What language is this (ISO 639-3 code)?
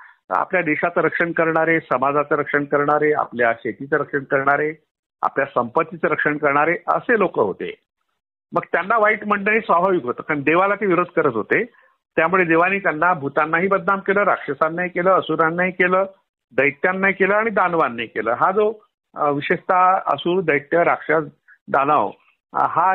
mar